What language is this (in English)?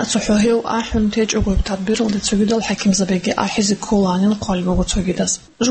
Avaric